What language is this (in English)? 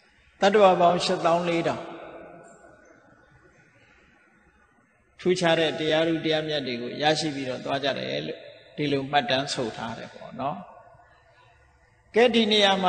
Burmese